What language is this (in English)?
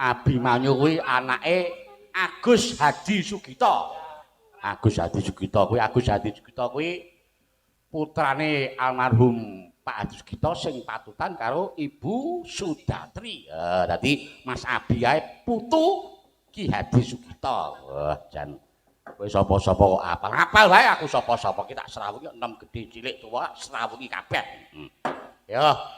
Javanese